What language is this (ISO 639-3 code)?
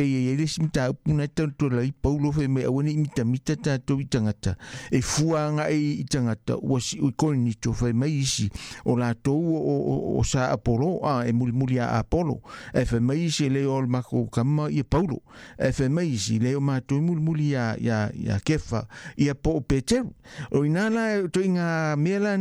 smo